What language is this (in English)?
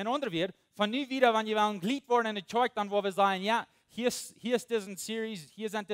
Plautdietsch